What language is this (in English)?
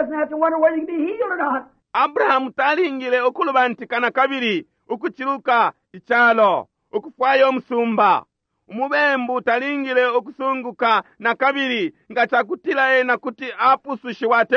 Bemba